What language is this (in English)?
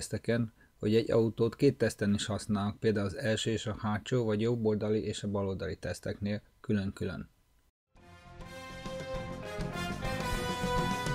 Hungarian